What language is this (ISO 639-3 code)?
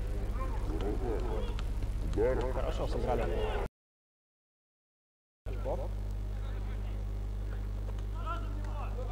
rus